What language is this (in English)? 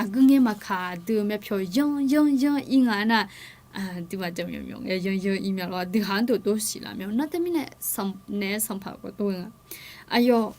Akha